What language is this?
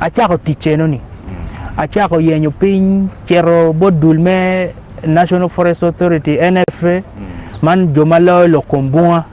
Acoli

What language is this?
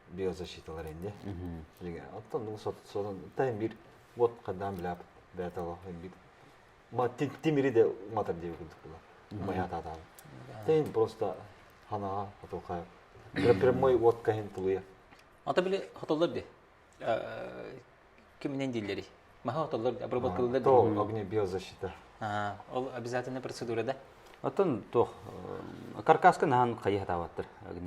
Yakut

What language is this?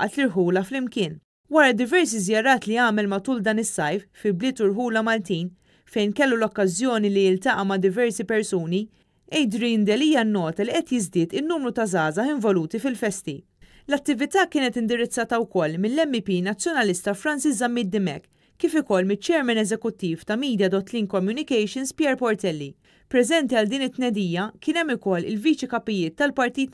Maltese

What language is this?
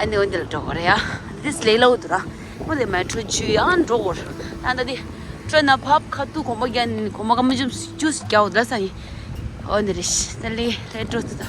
Tibetan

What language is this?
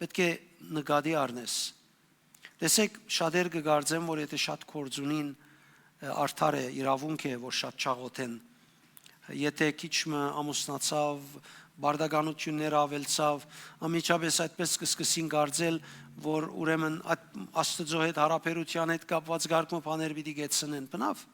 Western Armenian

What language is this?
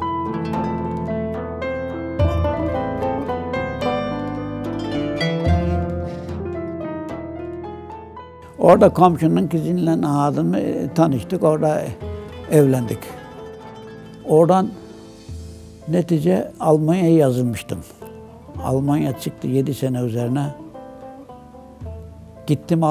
Turkish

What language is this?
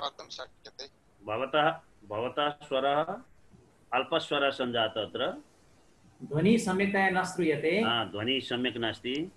Sanskrit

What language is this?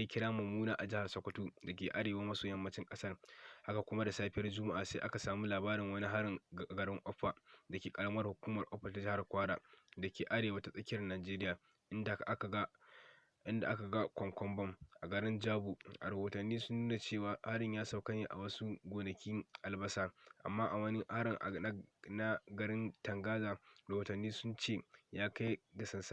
Hausa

